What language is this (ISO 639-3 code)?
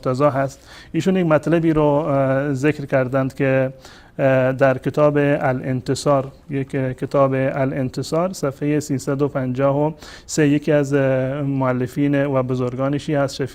fas